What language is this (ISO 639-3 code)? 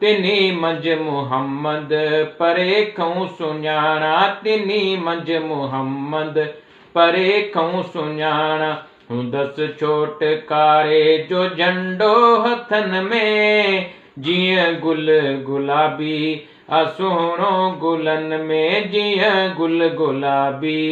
snd